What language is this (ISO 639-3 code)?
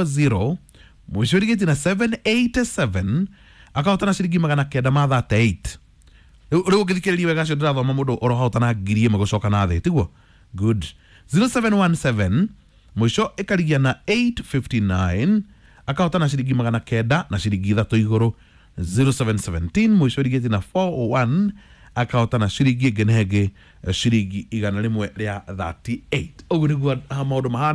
kik